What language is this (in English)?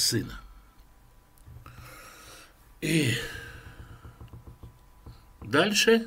Russian